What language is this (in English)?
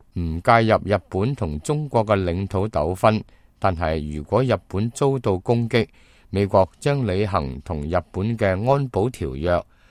Cantonese